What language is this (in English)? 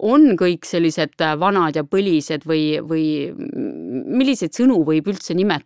Estonian